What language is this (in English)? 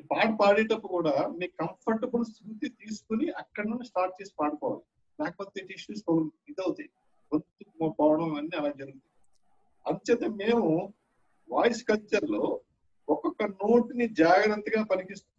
Telugu